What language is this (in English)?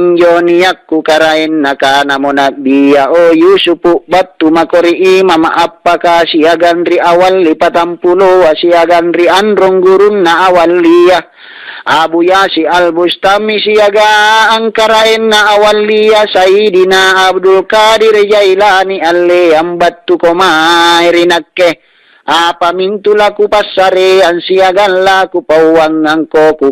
Makasar